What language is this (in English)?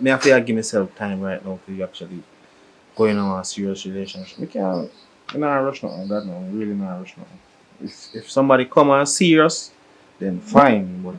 Jamaican Creole English